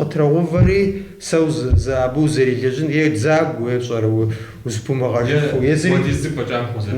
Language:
Kabardian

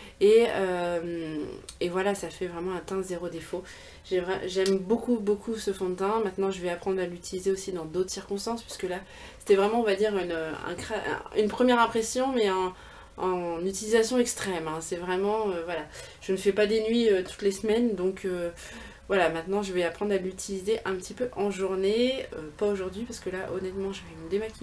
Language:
French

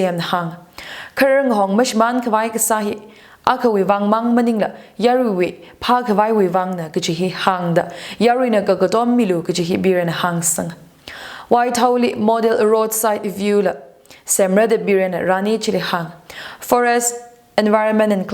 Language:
Tangkhul Naga (India)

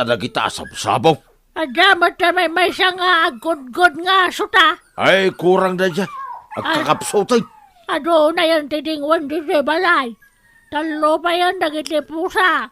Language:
Iloko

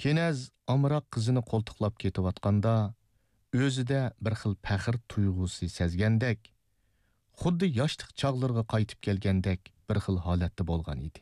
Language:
Uyghur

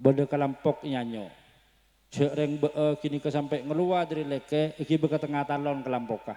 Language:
Madurese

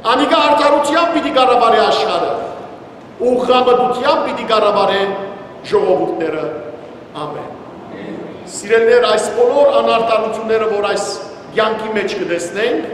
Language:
Western Armenian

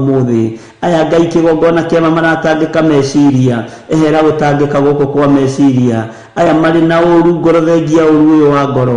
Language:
Kikuyu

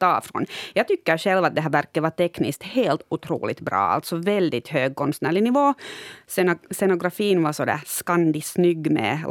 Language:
Swedish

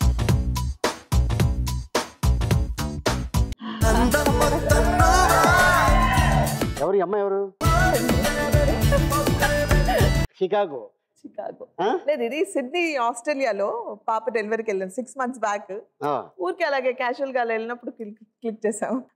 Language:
Telugu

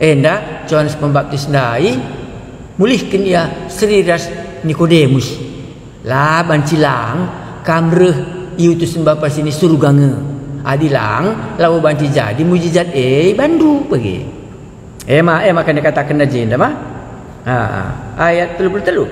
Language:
Batak Karo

